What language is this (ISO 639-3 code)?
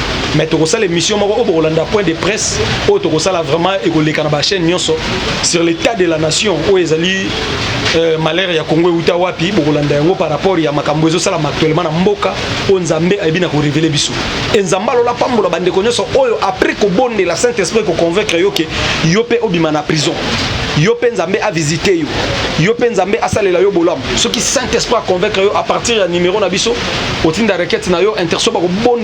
lin